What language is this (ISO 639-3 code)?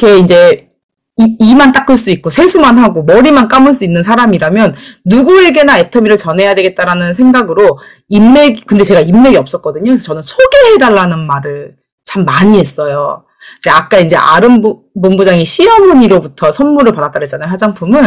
kor